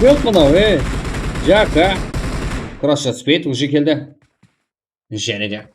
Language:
Kara-Kalpak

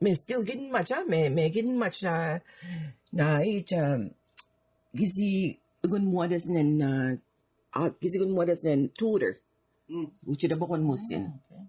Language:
Mi'kmaw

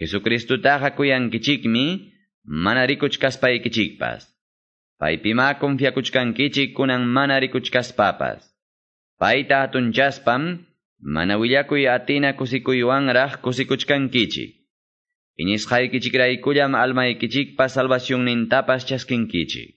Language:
Quechua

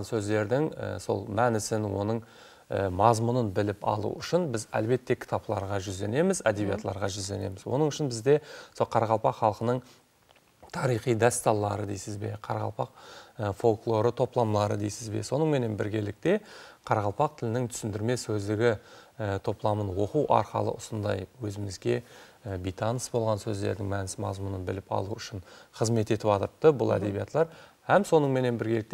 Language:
Kara-Kalpak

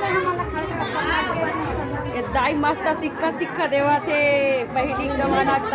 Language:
Chhattisgarhi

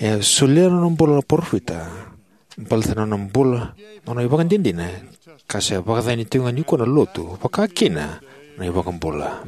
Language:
Fijian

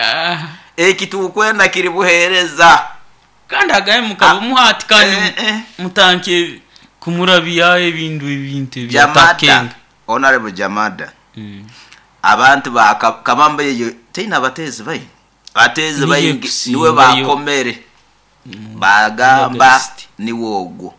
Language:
Nyoro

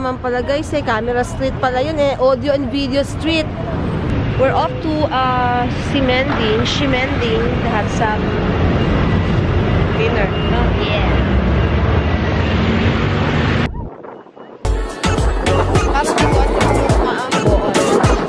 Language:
Filipino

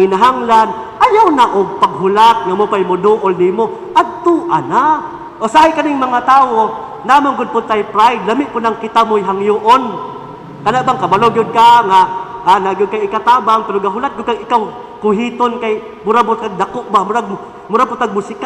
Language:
Cebuano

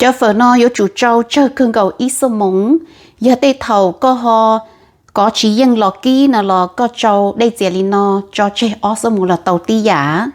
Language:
Hmong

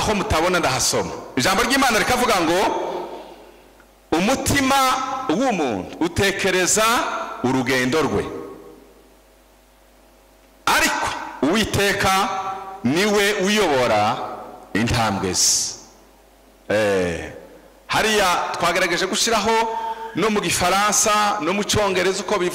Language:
Kinyarwanda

